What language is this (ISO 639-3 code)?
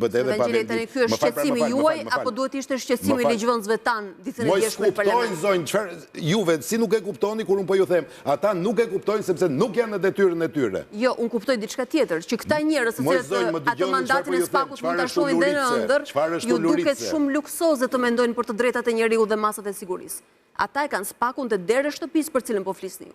sqi